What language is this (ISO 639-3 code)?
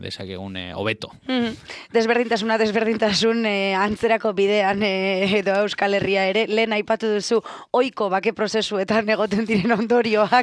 eus